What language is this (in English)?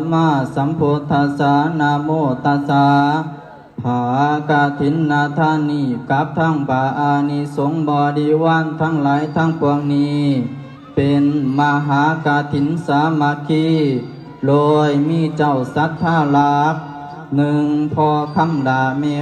Lao